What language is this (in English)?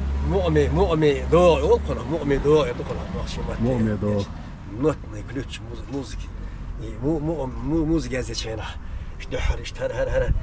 Chechen